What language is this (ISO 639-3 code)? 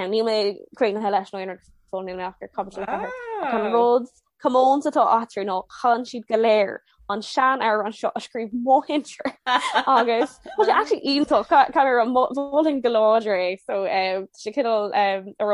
gle